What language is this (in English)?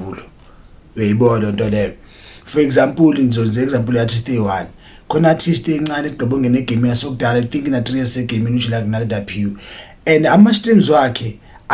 Zulu